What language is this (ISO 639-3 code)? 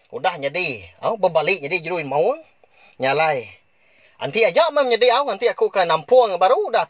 iba